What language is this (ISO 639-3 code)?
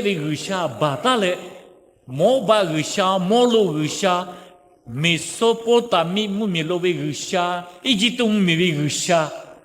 lhu